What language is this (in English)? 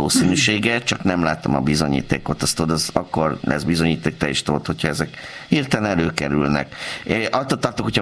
Hungarian